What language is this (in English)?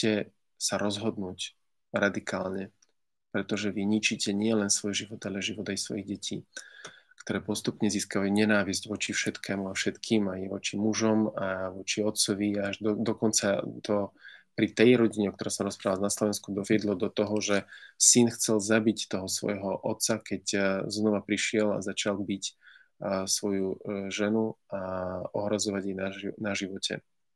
Slovak